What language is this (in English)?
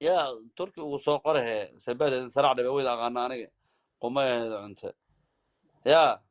Somali